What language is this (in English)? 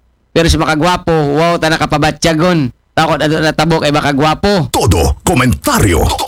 Aklanon